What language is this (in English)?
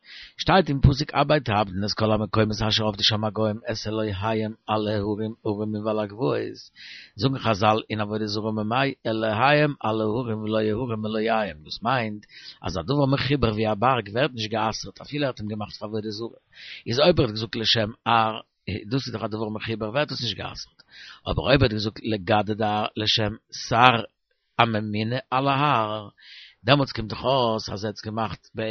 Yiddish